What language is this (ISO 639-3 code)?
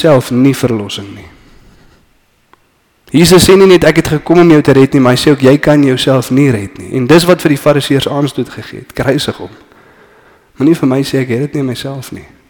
afr